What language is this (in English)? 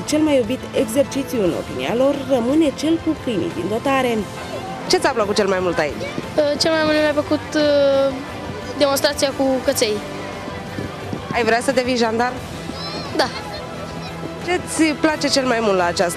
Romanian